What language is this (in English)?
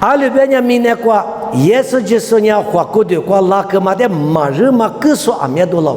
Lisu